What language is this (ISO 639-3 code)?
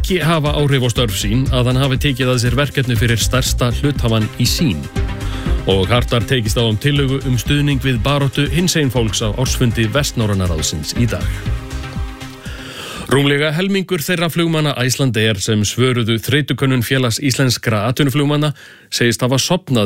isl